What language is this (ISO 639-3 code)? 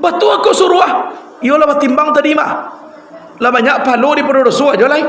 min